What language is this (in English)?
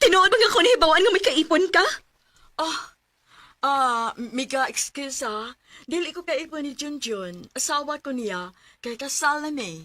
Cebuano